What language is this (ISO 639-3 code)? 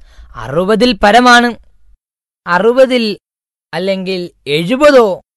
mal